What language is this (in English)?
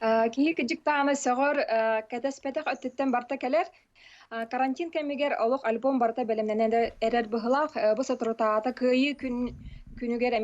Yakut